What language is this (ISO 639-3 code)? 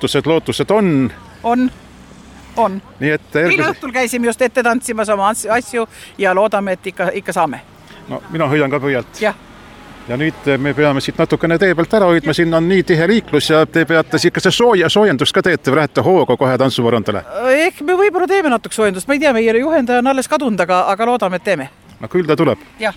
est